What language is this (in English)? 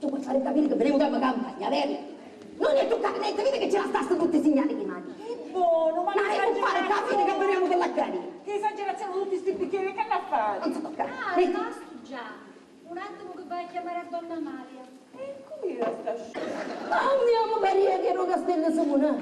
Sicilian